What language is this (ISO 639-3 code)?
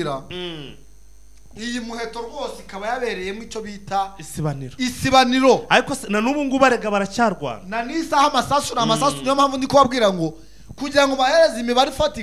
kin